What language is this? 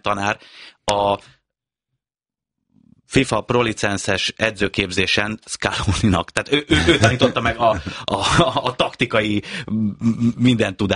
Hungarian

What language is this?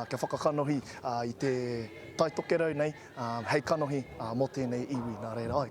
Māori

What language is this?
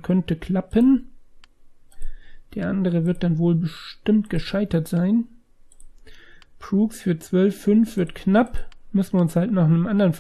German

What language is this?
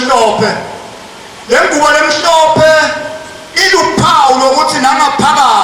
Zulu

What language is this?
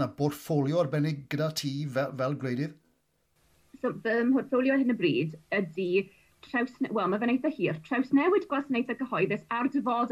Welsh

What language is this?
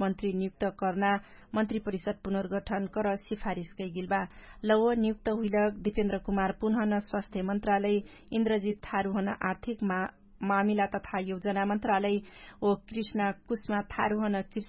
Dangaura Tharu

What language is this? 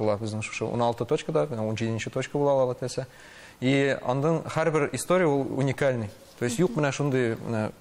Tatar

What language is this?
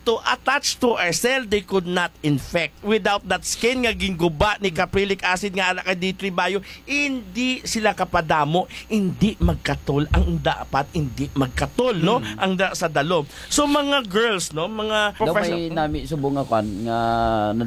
Hiligaynon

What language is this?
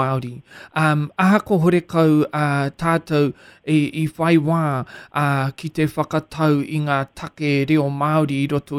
Māori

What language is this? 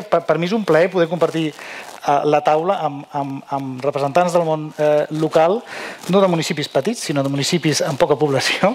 Catalan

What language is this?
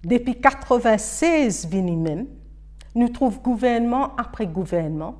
Morisyen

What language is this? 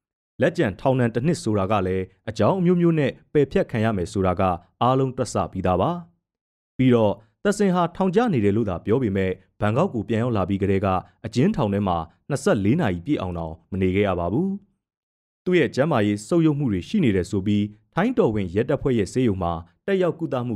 Burmese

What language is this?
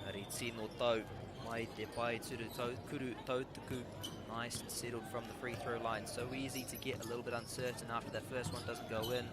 Māori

